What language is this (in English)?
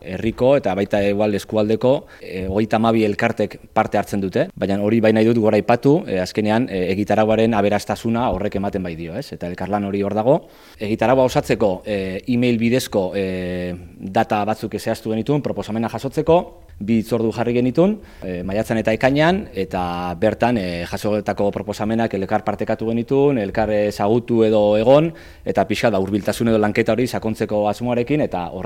Basque